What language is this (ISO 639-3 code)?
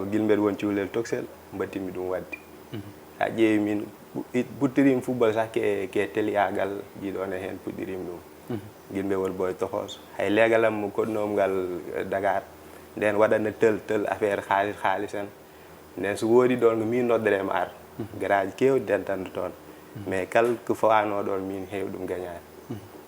ful